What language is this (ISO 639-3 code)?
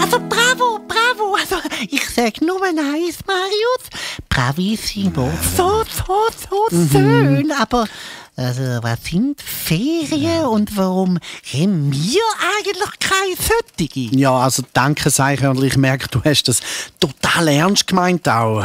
gsw